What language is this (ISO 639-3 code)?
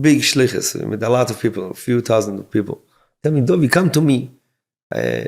yid